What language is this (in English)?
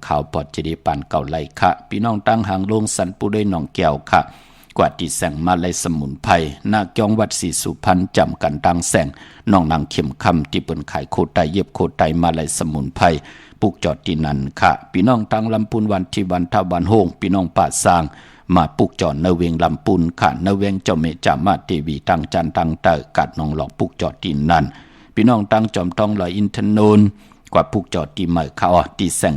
Shan